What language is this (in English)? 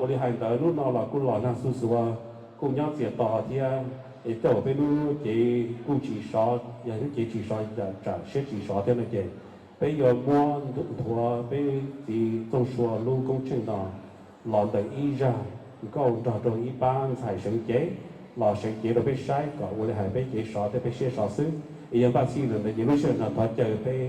Hmong